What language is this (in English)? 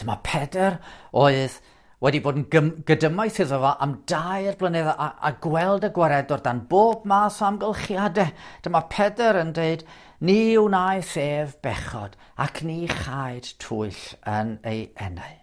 Welsh